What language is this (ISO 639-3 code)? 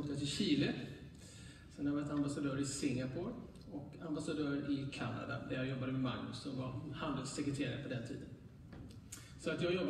swe